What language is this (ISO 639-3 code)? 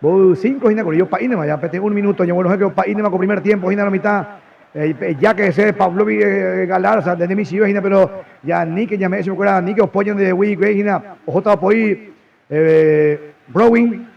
grn